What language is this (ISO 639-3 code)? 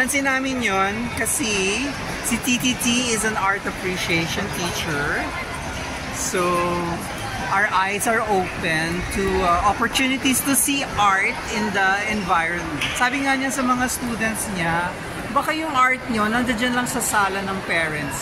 fil